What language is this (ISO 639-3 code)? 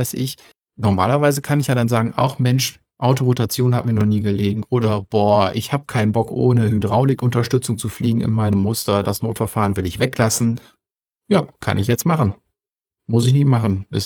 deu